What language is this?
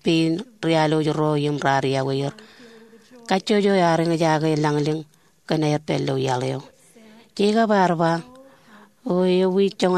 Marshallese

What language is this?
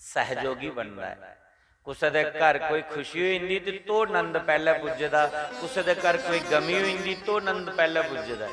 Dogri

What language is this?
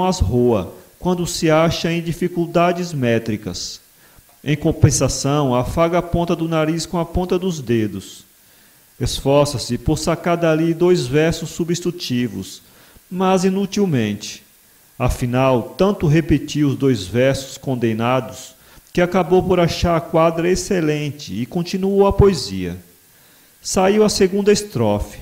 Portuguese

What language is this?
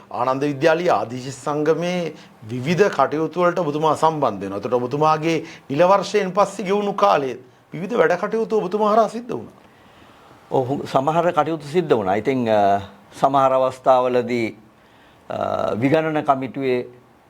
Sinhala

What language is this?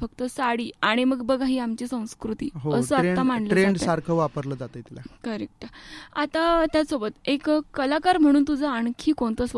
Marathi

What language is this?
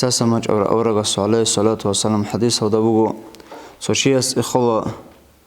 Avaric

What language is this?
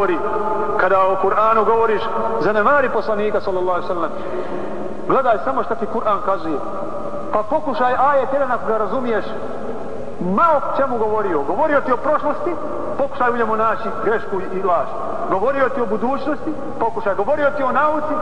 Bosnian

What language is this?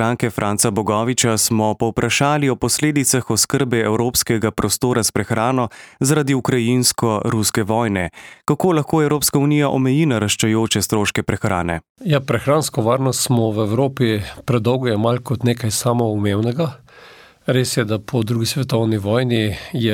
Slovenian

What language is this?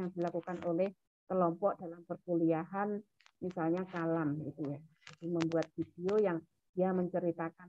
Indonesian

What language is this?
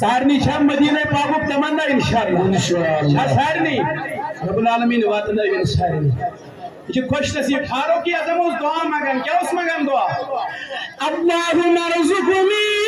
Kashmiri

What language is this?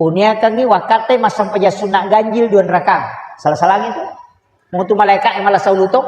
Buginese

